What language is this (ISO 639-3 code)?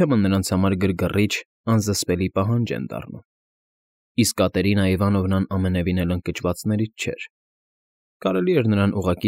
hye